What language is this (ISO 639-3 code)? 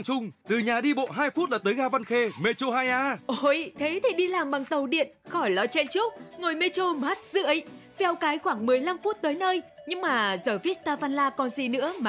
vie